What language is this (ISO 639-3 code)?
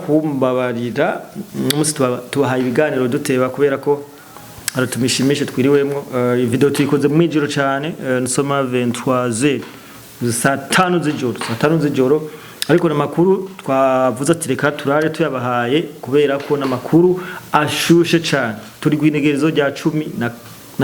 run